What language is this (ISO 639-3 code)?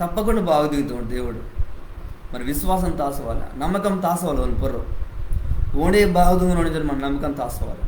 kff